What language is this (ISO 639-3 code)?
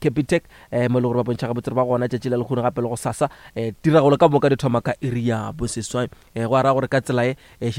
nso